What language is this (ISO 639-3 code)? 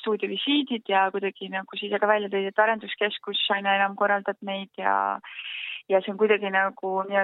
est